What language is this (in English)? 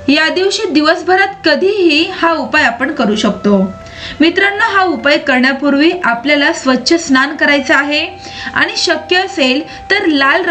Marathi